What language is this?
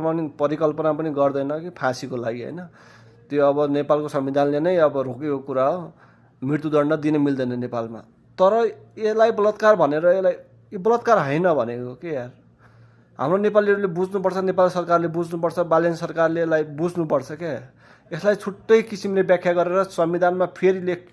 Nepali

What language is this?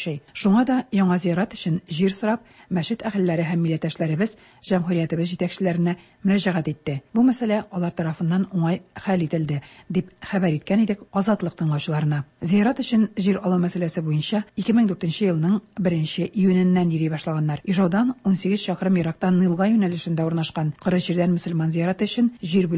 Tatar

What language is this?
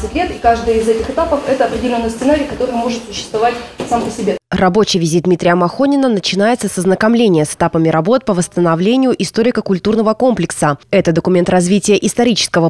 Russian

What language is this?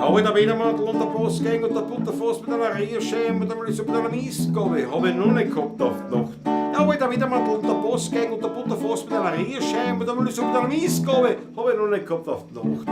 Bavarian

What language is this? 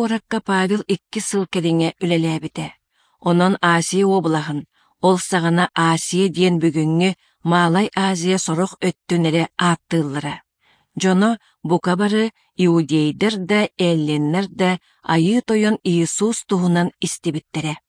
Yakut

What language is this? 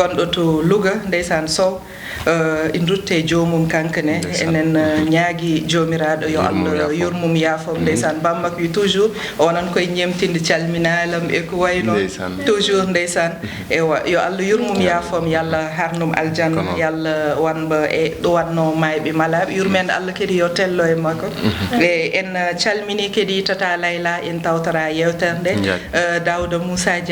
Fula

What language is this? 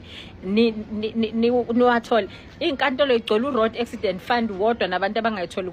Zulu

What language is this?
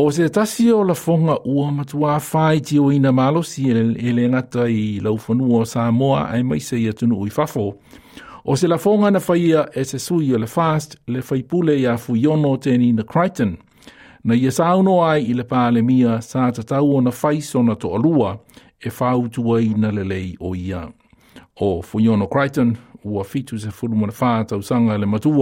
Samoan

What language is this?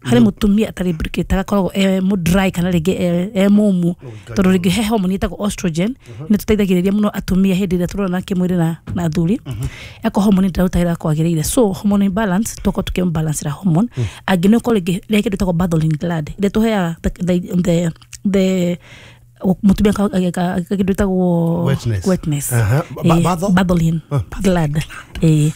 Kikuyu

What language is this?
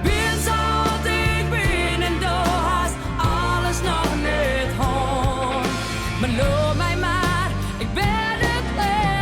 Western Frisian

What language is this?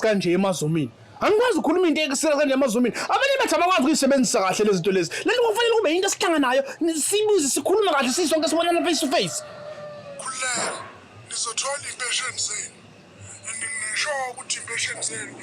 Zulu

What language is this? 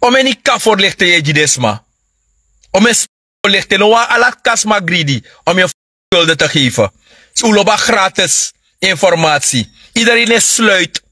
Sranan Tongo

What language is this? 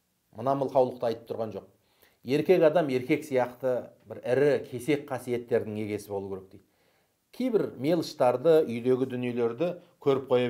Kazakh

